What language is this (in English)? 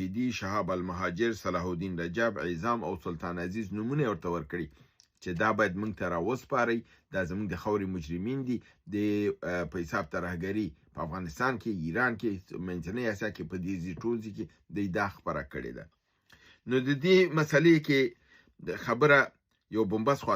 Pashto